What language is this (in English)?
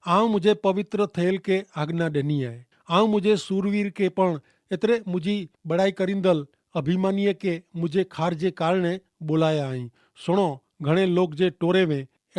Kachhi